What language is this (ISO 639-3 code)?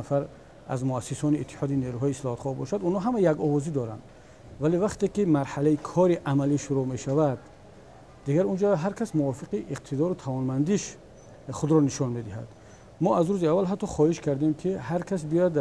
tgk